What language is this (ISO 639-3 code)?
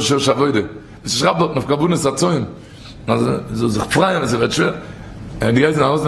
yid